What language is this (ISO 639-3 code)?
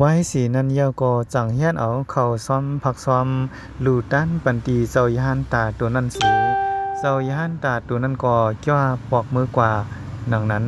shn